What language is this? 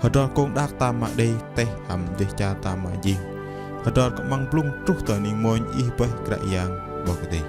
Bahnar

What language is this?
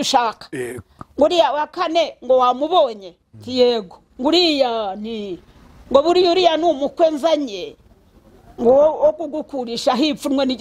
Kinyarwanda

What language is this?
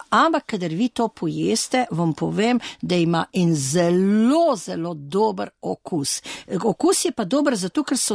Slovenian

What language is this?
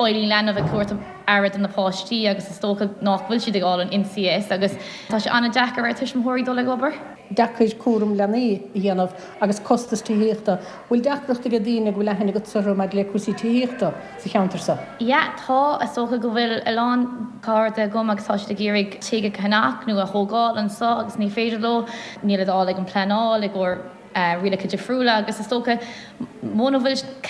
Irish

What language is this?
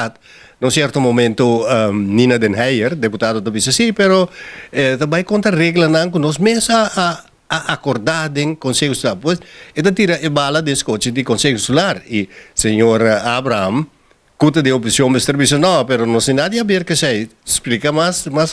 Papiamento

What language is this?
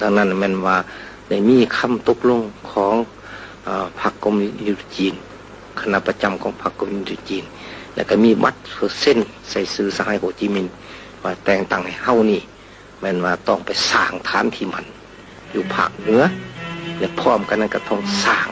Lao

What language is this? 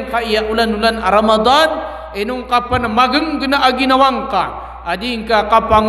Maranao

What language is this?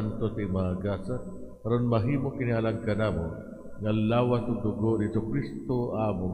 Cebuano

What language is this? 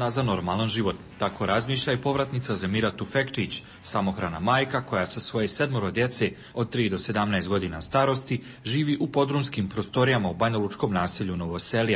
Serbian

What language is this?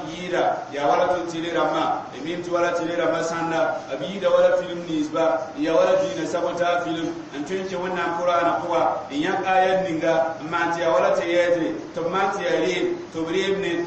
Mossi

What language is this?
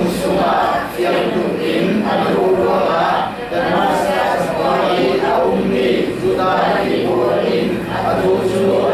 Falam Chin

